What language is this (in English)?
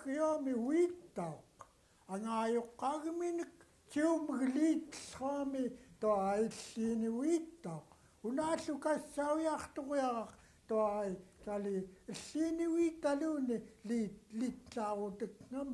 Central Yupik